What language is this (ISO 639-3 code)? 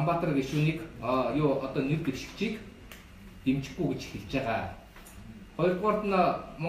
mon